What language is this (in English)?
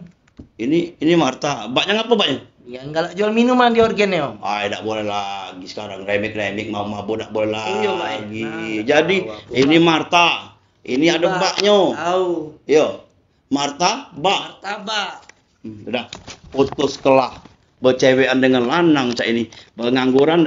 Musi